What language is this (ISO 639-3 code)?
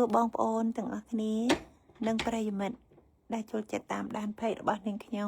khm